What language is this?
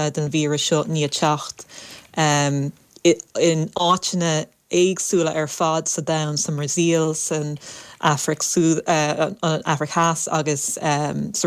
Irish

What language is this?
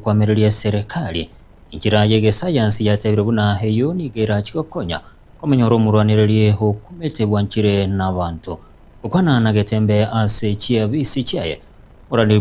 Gusii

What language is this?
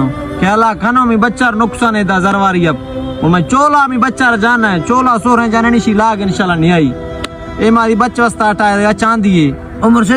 Baluchi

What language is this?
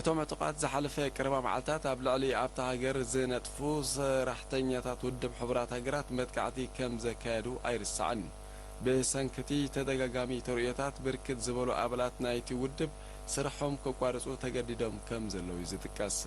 Tigrinya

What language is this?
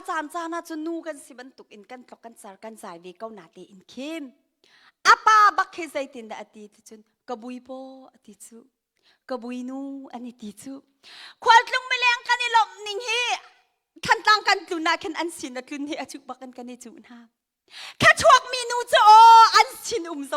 Hakha Chin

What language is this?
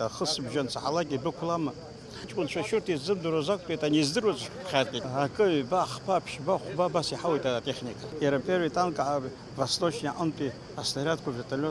Abkhazian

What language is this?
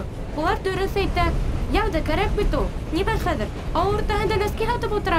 Bashkir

